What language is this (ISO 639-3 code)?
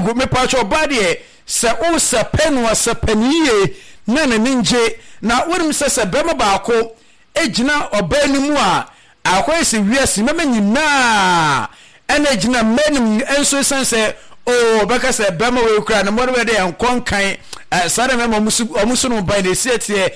aka